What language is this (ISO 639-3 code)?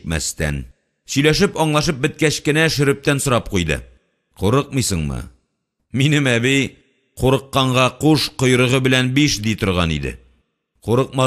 tat